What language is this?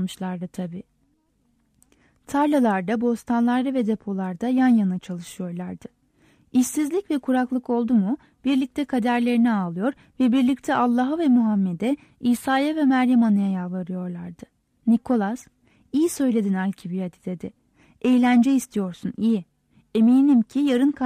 Turkish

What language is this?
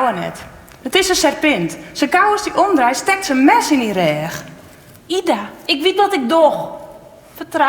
Western Frisian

